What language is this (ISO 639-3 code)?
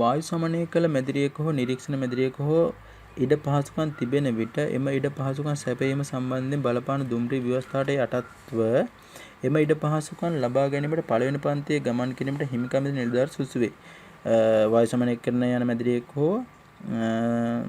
sin